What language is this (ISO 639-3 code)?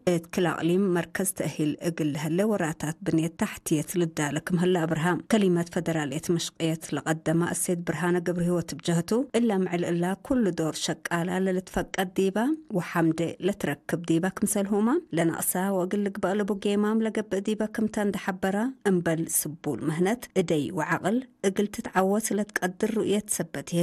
tig